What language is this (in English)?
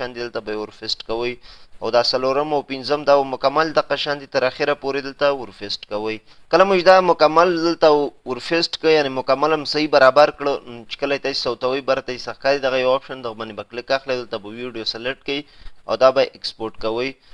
Pashto